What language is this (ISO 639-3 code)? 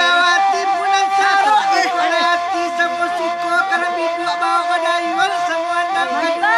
min